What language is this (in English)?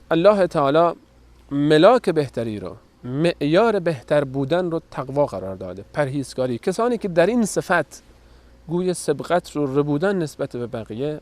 Persian